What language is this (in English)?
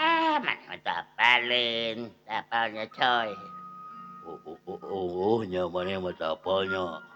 Sundanese